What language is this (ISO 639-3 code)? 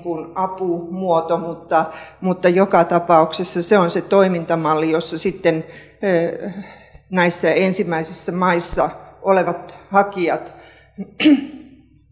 fin